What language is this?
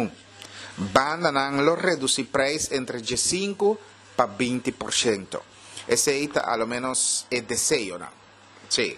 Papiamento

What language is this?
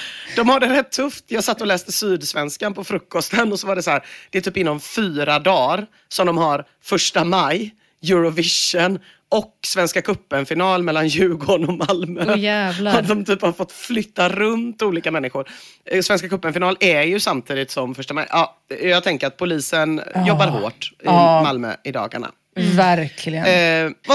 Swedish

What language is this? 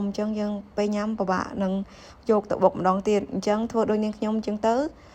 Khmer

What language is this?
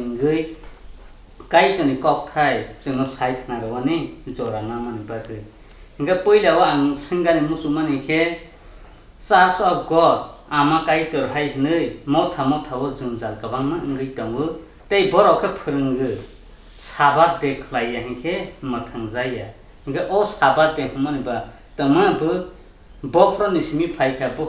Kok Borok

